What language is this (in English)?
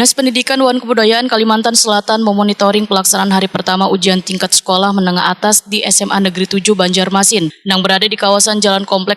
Banjar